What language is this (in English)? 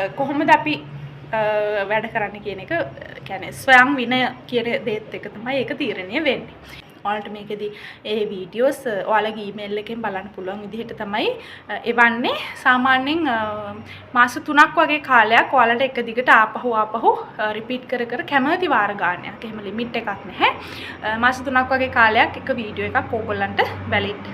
Sinhala